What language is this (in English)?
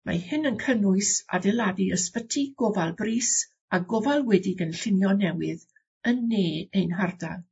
Welsh